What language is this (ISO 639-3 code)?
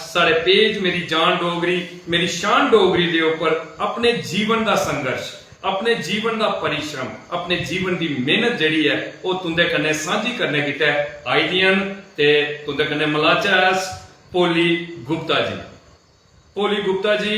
doi